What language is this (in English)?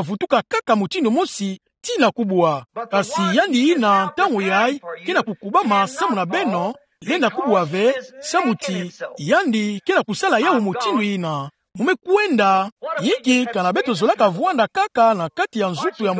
Kituba (Democratic Republic of Congo)